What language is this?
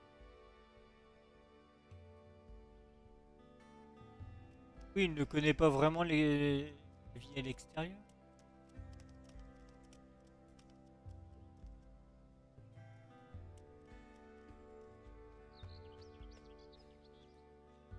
French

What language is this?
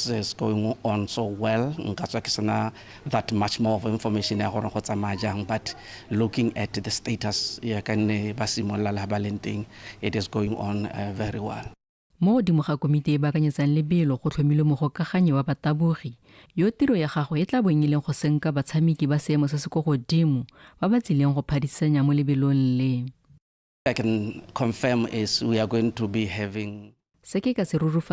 Tswana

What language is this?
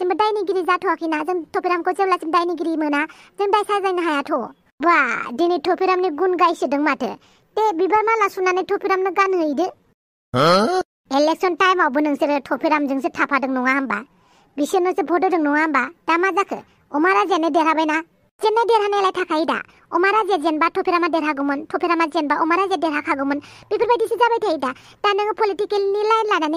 Bodo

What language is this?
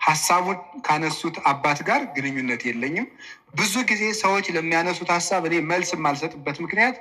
Amharic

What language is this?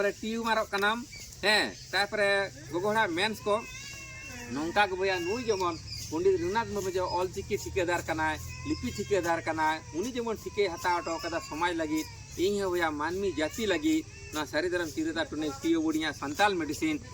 Santali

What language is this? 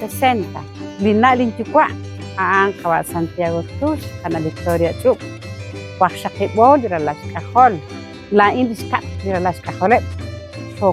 Kekchí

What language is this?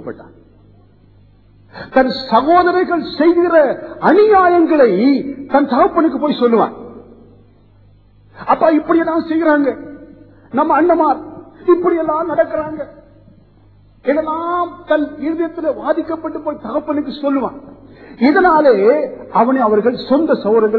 Tamil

